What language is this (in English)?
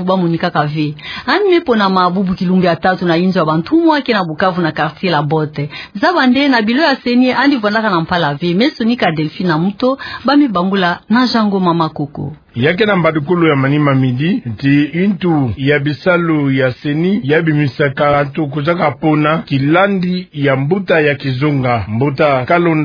Kituba (Democratic Republic of Congo)